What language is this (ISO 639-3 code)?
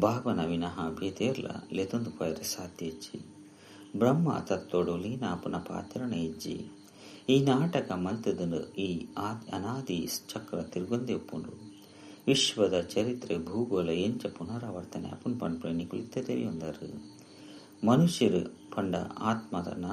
tcy